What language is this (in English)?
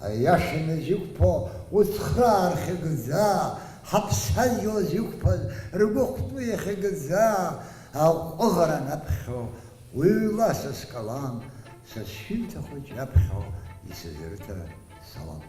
Abkhazian